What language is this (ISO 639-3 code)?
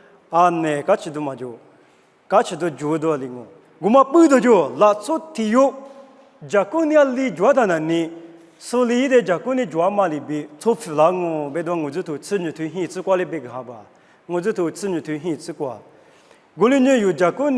lis